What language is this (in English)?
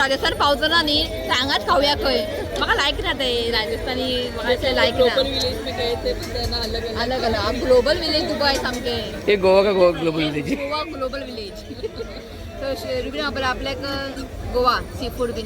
Konkani